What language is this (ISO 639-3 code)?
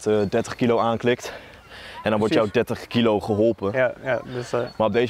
nld